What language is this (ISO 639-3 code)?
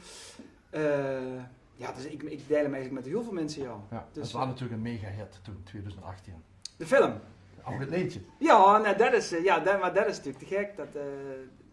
lim